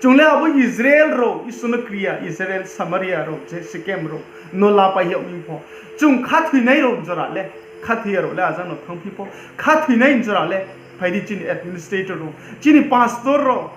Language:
Riang (India)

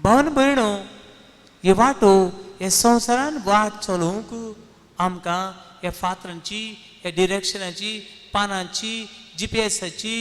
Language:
Konkani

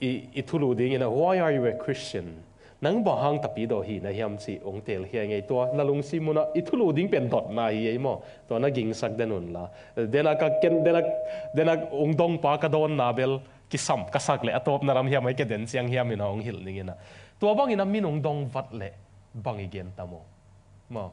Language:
Tedim Chin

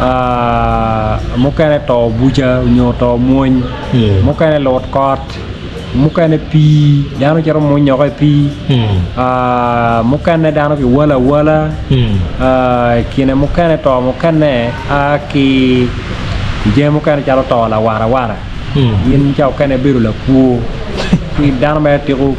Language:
Acoli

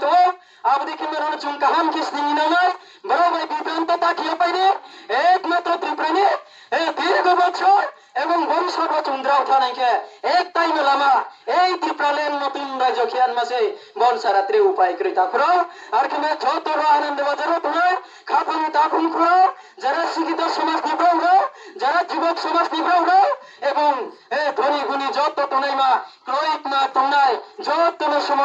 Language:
Riang (India)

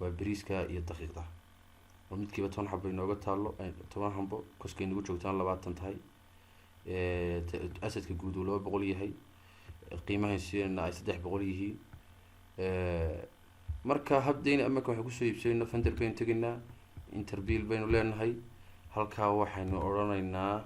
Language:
Somali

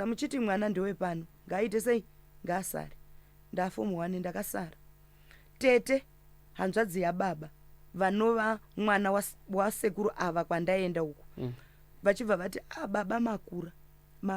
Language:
Shona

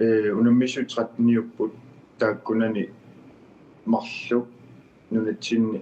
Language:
Kalaallisut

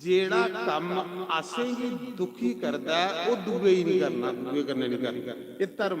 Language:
Dogri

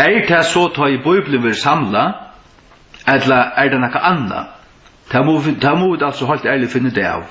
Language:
Faroese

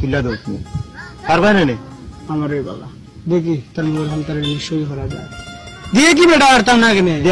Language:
Sylheti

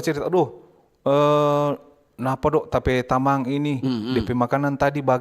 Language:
Manado Malay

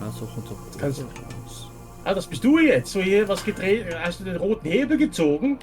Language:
Swiss German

